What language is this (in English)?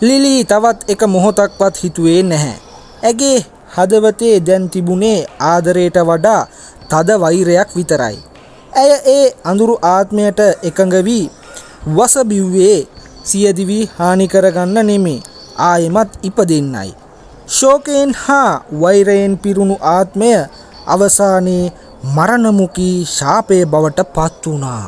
Sinhala